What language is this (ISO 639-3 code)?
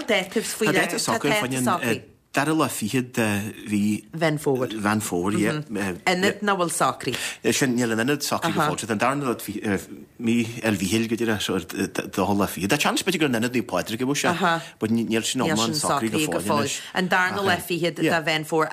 gle